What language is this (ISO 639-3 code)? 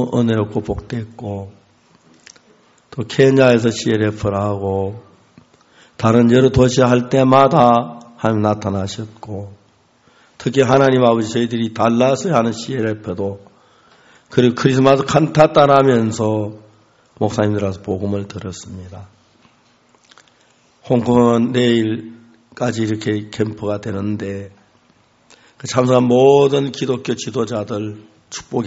kor